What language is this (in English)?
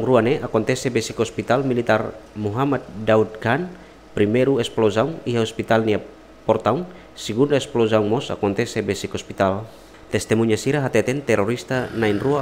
Tetum